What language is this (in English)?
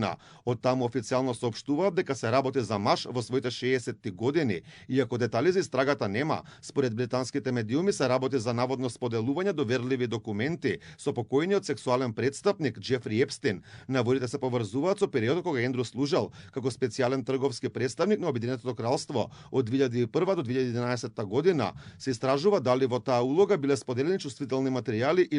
Macedonian